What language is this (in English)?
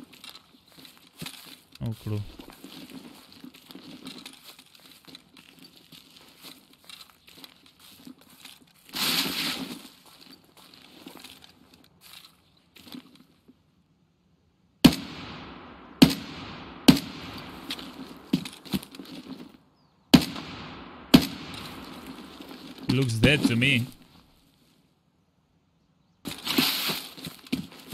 English